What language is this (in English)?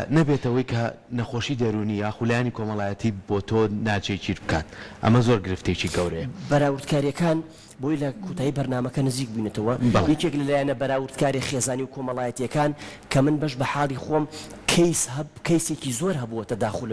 Central Kurdish